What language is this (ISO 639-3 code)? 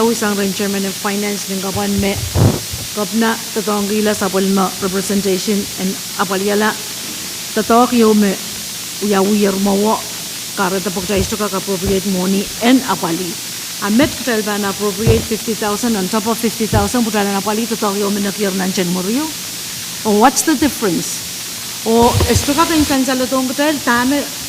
pon